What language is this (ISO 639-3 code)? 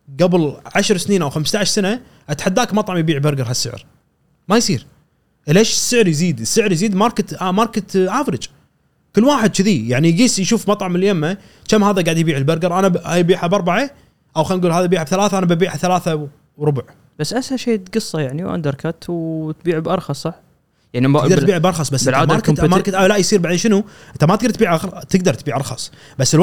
afb